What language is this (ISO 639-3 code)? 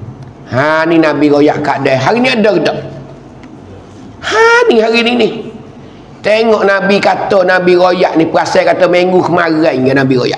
mfa